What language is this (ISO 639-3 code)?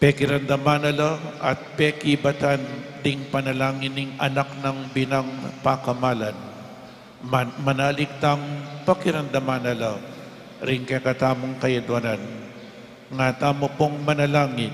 pam